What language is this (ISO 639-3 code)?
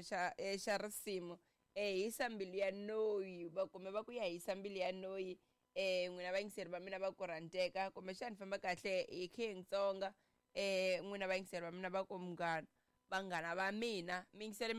tso